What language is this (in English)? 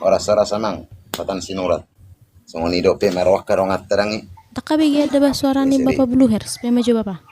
Batak Toba